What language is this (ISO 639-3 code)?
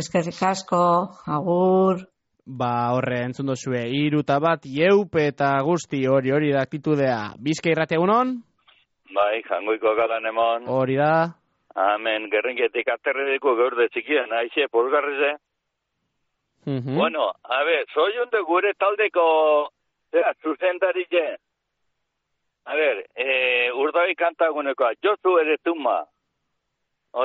eus